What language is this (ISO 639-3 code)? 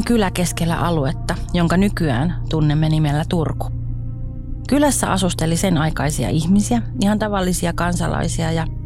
fin